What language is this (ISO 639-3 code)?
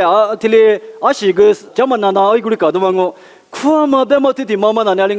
lis